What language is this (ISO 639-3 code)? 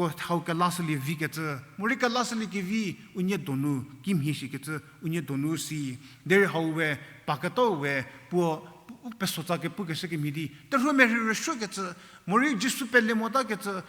njm